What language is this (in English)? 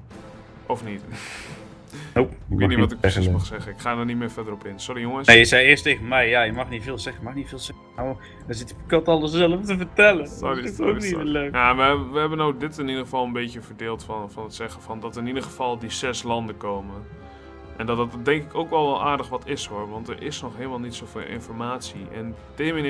Dutch